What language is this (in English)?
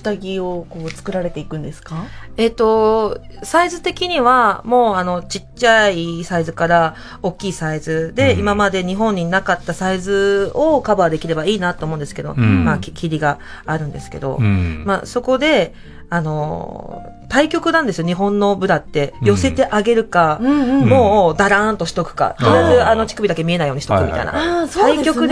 Japanese